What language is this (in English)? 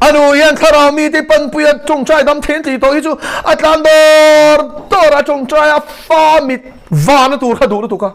Mizo